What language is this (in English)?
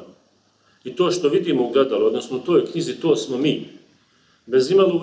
Bosnian